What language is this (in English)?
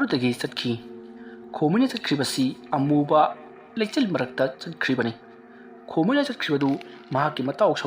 Manipuri